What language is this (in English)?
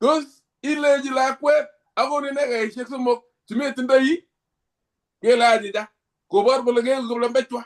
Kalenjin